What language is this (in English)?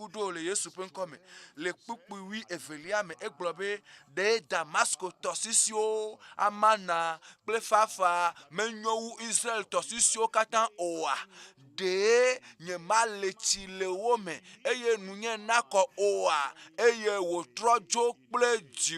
Ewe